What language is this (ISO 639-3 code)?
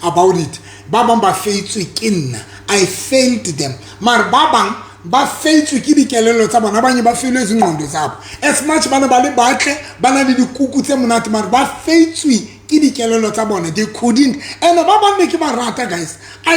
sot